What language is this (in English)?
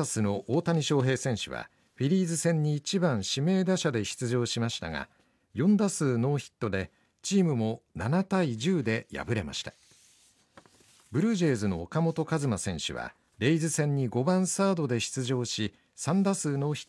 Japanese